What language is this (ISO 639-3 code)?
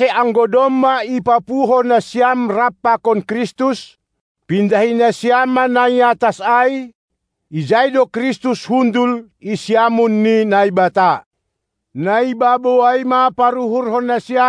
bts